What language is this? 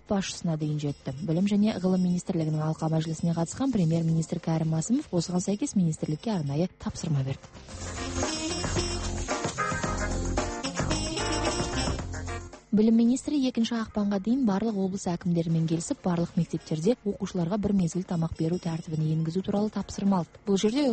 Kazakh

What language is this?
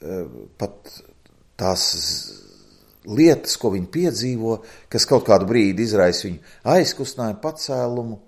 Latvian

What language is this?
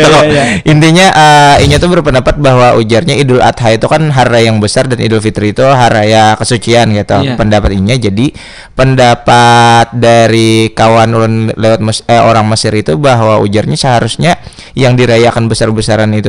Banjar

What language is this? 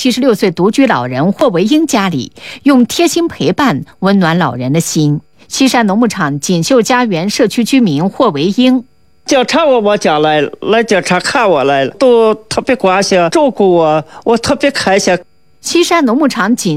Chinese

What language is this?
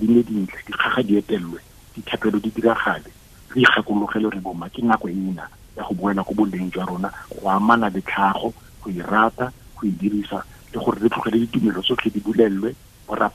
Tswana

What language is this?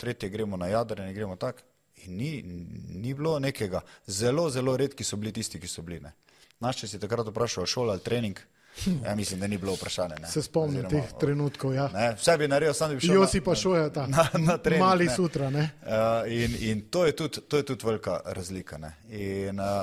Slovenian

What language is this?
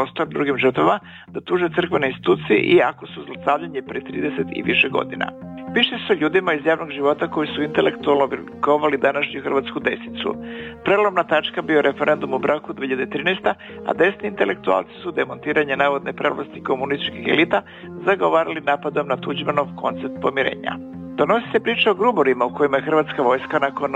Serbian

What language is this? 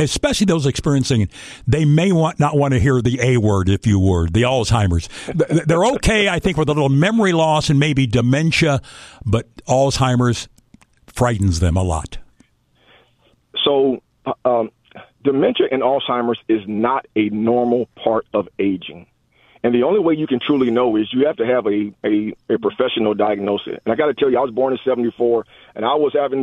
English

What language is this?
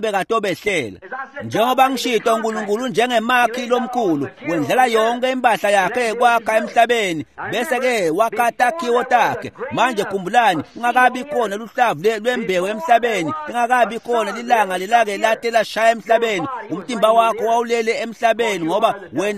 Swati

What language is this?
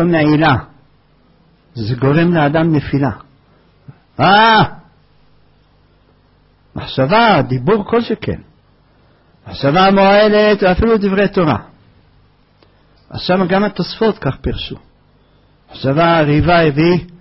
Hebrew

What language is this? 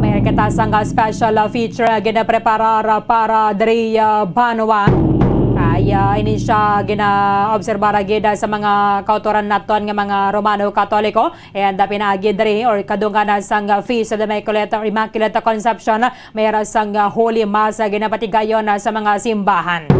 Hiligaynon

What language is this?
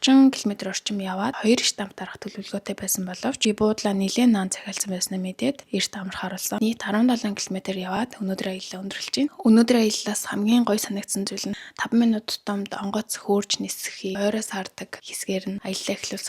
Mongolian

